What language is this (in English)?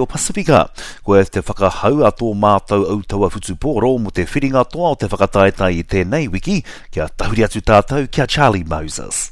Māori